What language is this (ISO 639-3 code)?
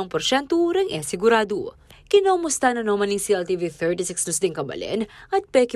pam